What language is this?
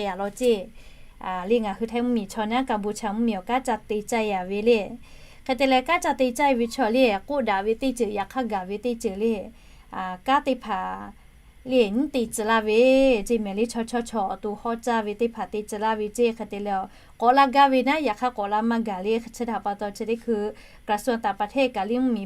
Lahu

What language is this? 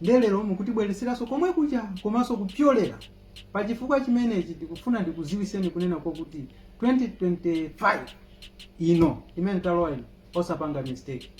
Nyanja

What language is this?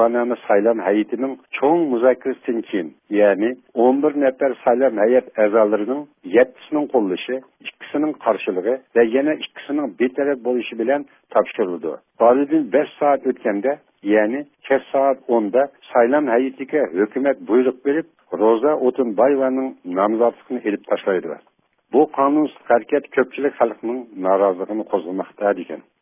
Uyghur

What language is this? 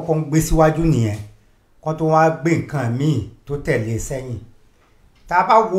Yoruba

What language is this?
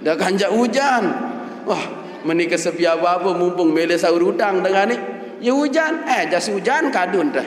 Sasak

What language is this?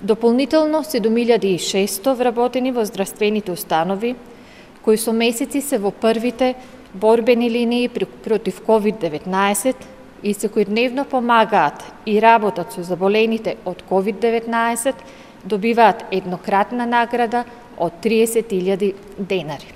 Macedonian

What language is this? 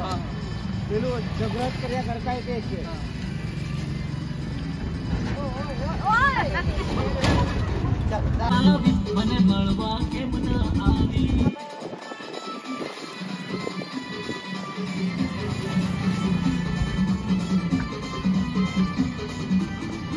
Gujarati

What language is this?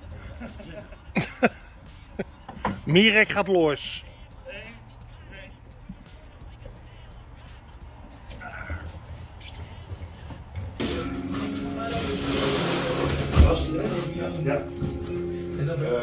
Dutch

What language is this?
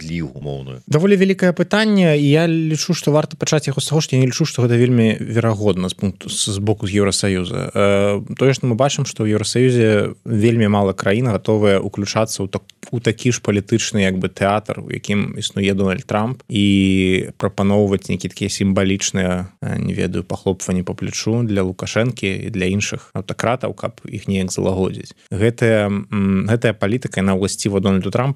Belarusian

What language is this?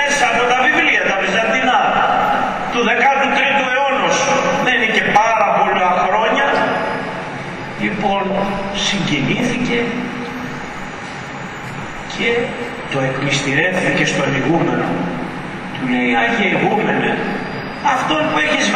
Greek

